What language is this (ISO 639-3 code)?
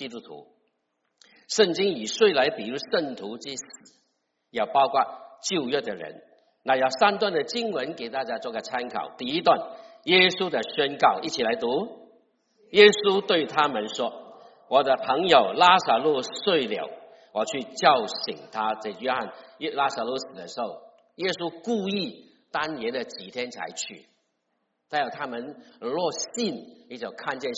zho